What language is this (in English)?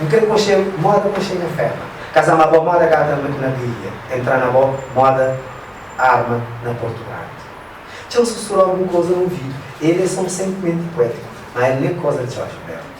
Kabuverdianu